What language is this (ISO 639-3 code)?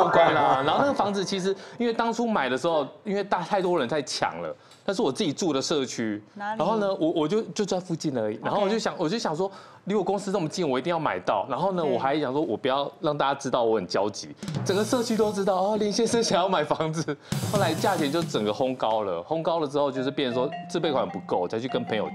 zho